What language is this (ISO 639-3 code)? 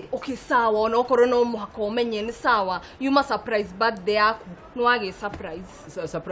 kik